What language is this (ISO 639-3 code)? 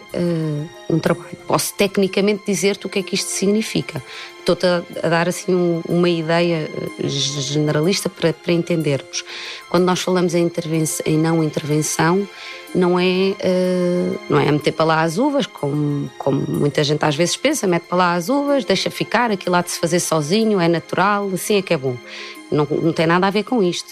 por